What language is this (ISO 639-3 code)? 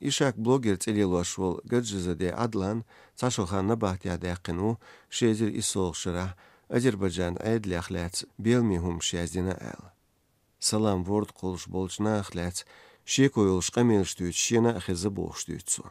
che